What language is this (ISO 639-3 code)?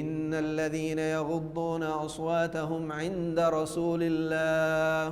div